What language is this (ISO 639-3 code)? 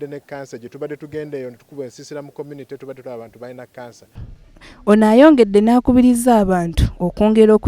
lug